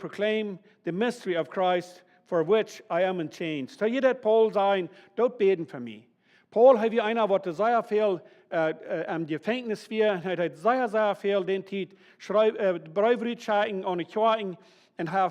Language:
Plautdietsch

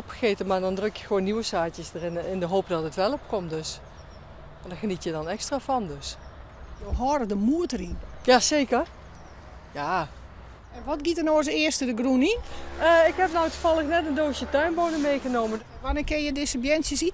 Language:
Western Frisian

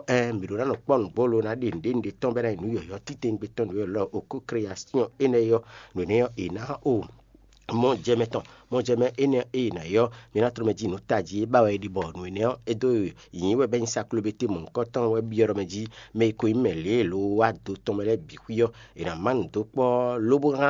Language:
Fon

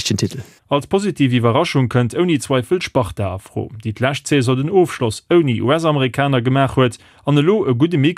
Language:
Luxembourgish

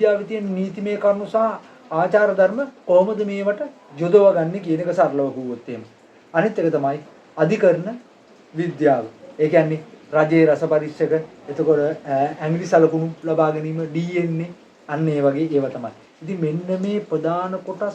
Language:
Sinhala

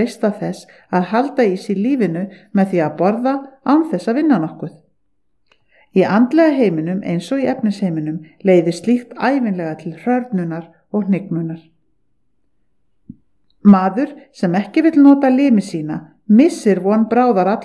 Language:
Icelandic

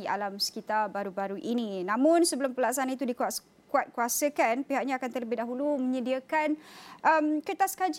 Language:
Malay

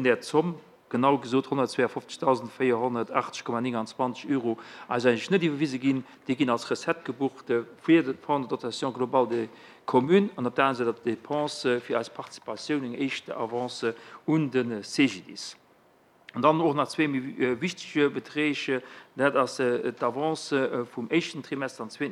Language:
Luxembourgish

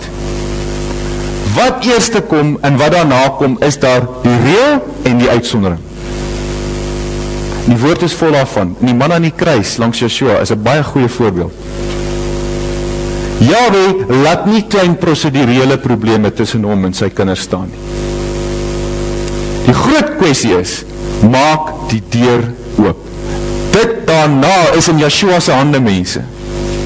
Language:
Afrikaans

